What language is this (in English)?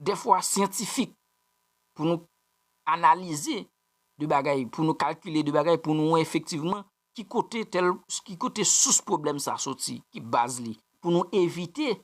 Haitian Creole